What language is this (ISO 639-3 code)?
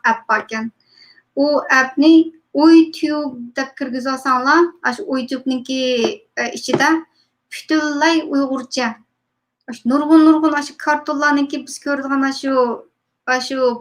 uig